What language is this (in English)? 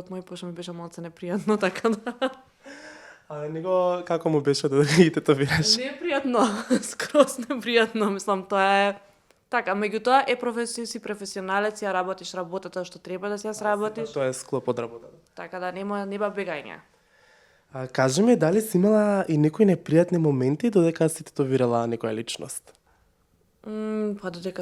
Macedonian